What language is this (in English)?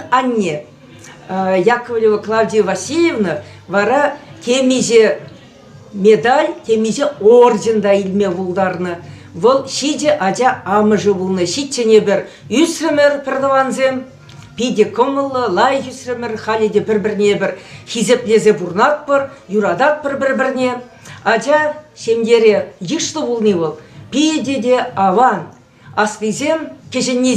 Chuvash